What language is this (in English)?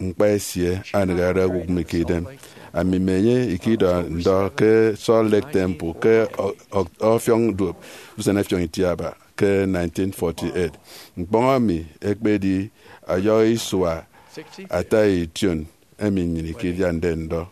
Efik